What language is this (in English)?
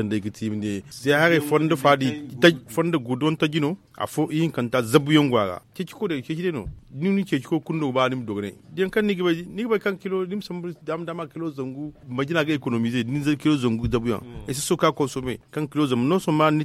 Zarma